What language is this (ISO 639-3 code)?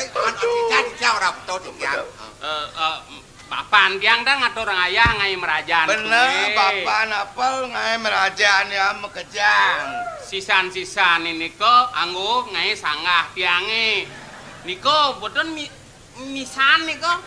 ban